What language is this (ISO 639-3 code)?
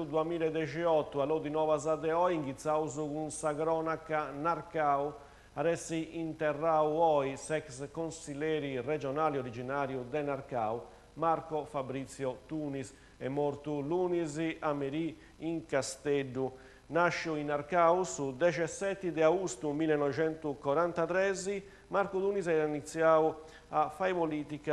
srd